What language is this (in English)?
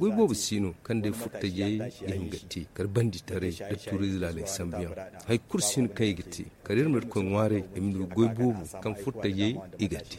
Zarma